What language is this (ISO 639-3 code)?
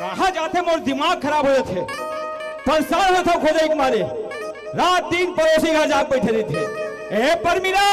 hne